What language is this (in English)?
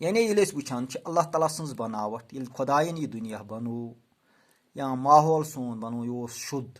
Kashmiri